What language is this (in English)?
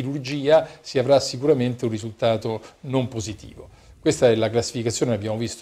Italian